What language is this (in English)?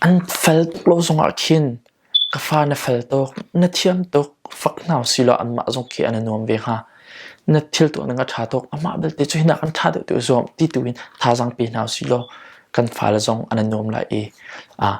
Hakha Chin